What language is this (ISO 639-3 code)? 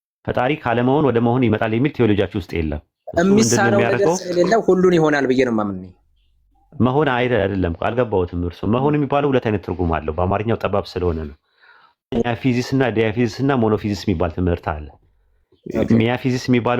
amh